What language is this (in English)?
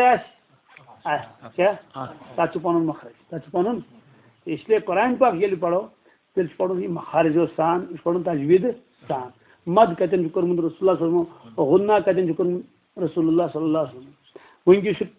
Kashmiri